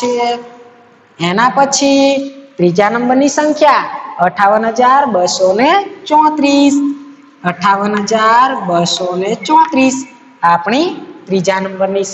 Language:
Gujarati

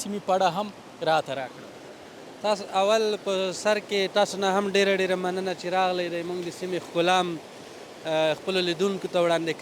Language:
Pashto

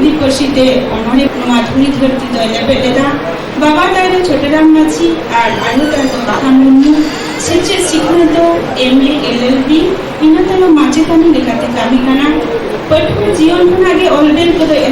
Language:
Santali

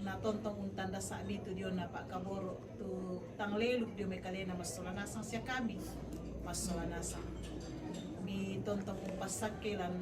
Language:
Toraja-Sa'dan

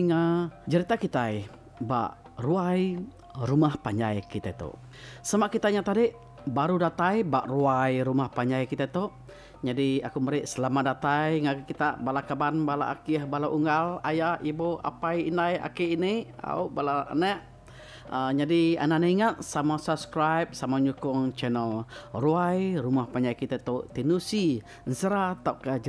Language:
Iban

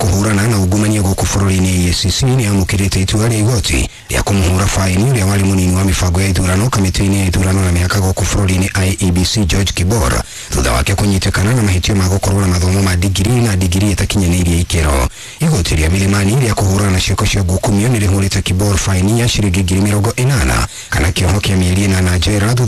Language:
Kikuyu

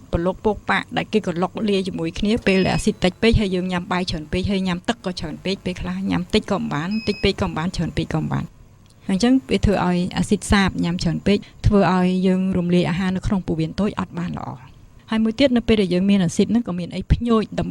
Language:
Khmer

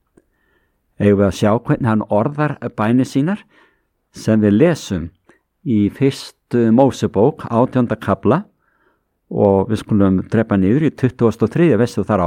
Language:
Icelandic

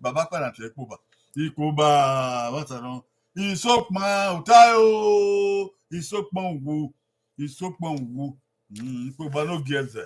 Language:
Bini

